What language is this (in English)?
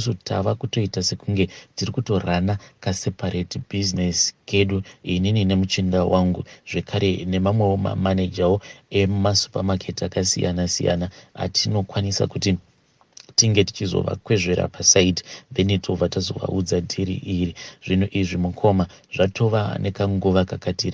Shona